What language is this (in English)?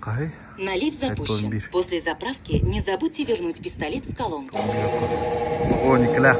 Yakut